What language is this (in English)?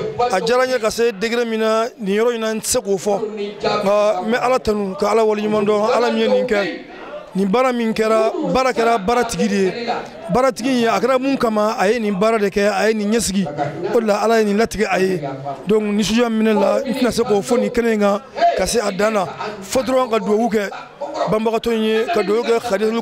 Bambara